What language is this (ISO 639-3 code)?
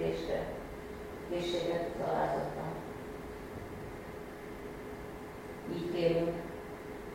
hun